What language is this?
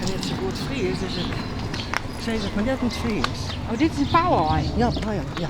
Western Frisian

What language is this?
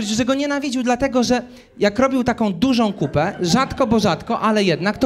Polish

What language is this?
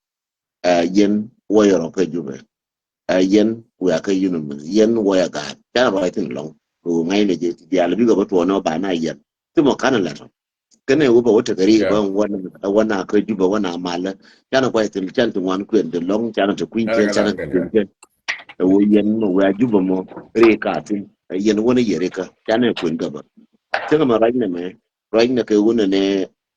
Nuer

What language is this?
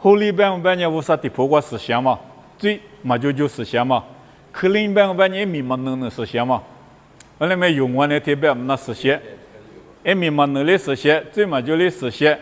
Lisu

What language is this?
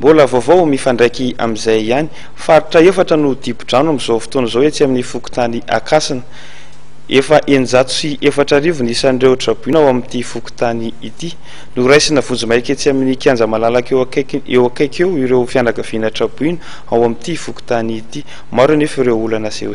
Malagasy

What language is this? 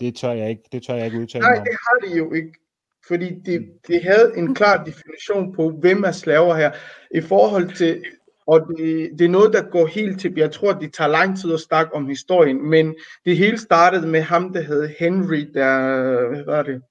Danish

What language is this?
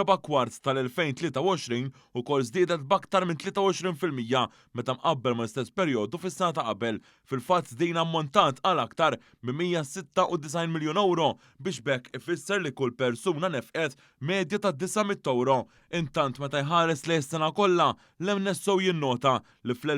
Maltese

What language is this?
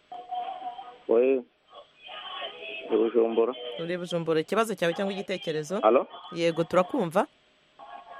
Kinyarwanda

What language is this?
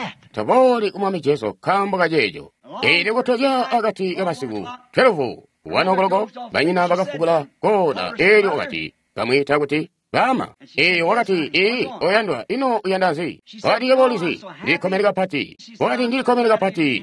Tonga (Zambia)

